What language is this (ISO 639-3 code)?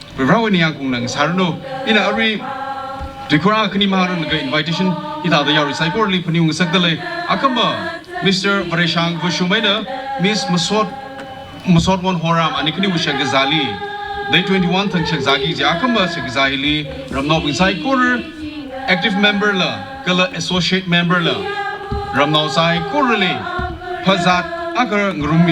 nmf